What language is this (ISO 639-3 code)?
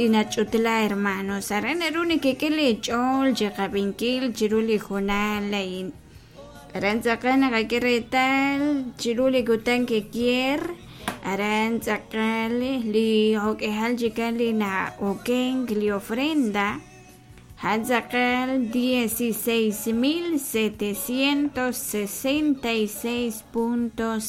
kek